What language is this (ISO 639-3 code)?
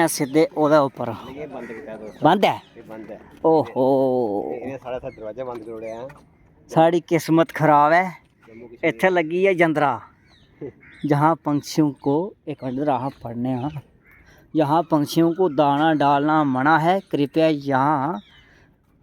doi